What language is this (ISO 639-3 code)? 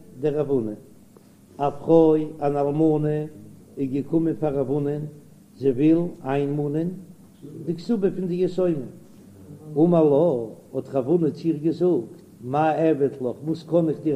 yid